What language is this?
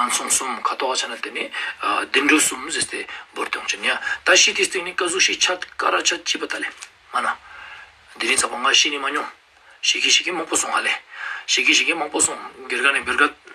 Ladakhi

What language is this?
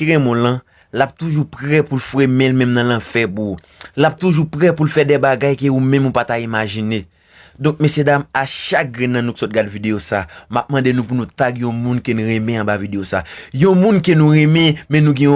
Haitian Creole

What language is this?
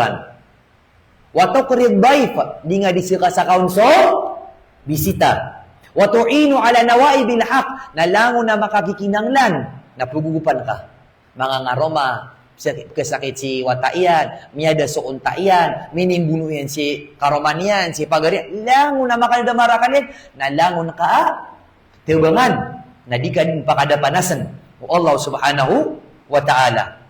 Maranao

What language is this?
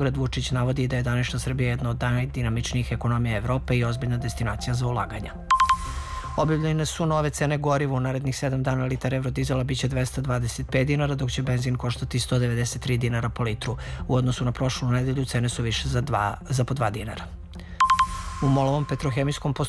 Serbian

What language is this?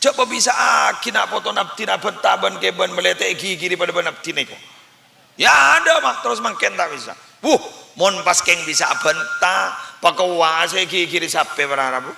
Madurese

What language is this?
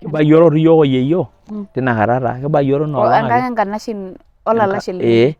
Masai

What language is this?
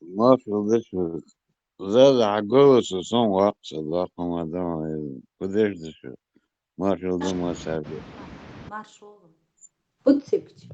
Chechen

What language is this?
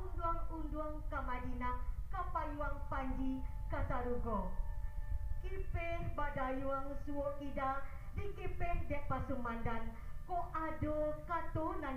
Minangkabau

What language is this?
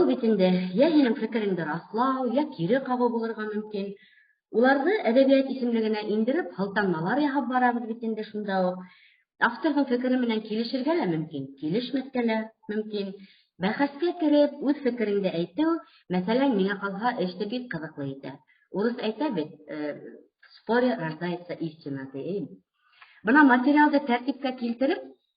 Bashkir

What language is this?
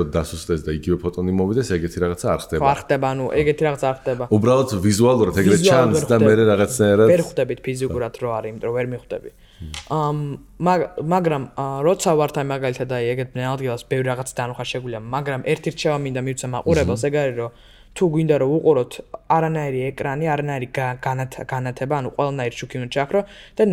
Georgian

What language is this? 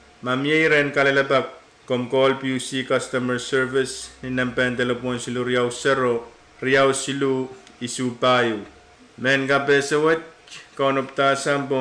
Pohnpeian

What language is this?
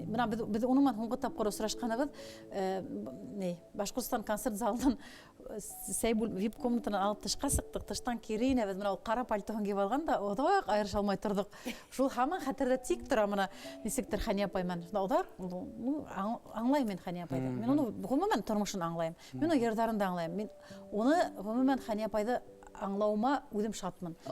Bashkir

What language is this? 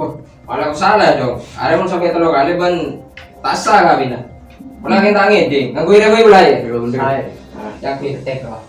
Madurese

